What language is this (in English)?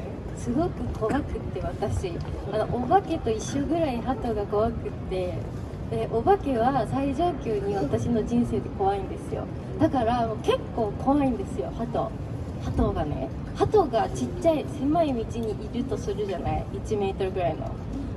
Japanese